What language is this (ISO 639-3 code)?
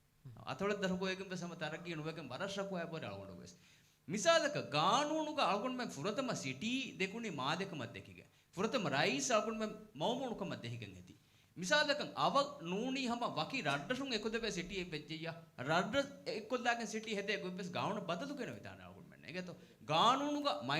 div